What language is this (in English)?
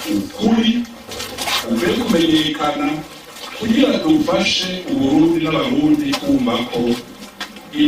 Rundi